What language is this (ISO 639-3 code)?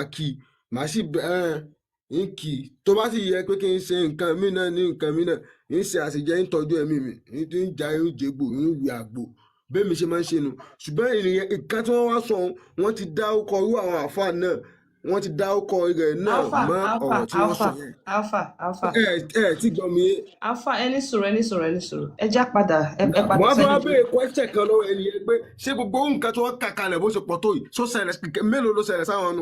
yor